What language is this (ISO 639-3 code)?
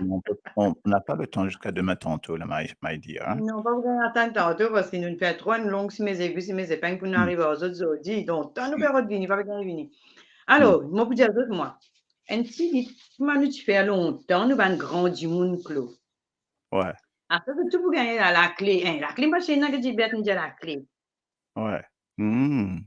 mfe